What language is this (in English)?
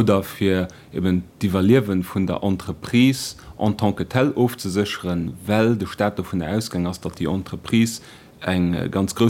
Luxembourgish